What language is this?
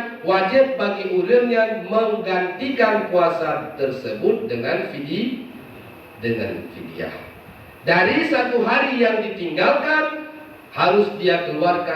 Achinese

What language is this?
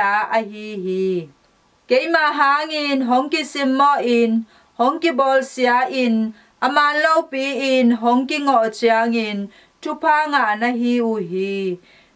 Tedim Chin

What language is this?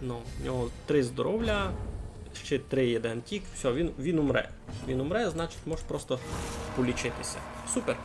Rusyn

